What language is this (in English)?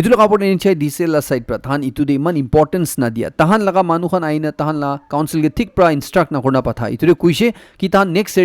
Naga Pidgin